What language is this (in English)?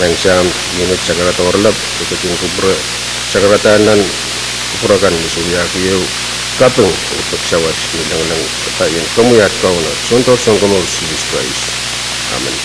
Pohnpeian